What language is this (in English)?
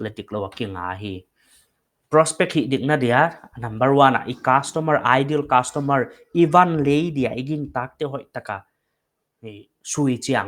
Paite Chin